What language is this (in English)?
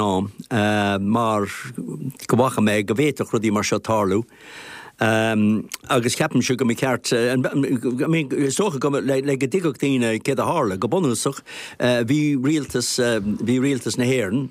Irish